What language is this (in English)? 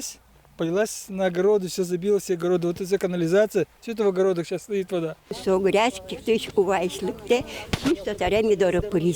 Udmurt